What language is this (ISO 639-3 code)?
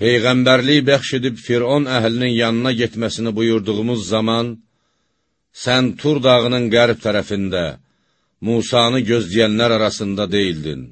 aze